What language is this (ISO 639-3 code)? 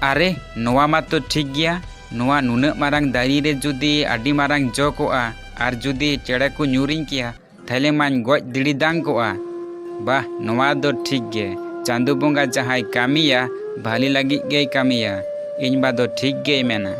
sat